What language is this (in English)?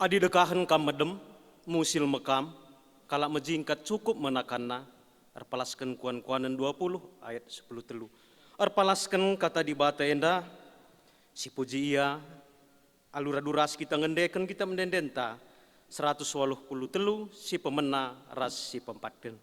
Batak Karo